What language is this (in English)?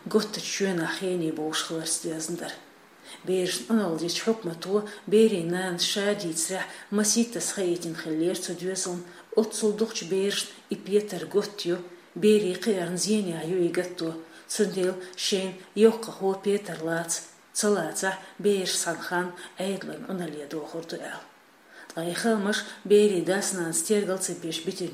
Chechen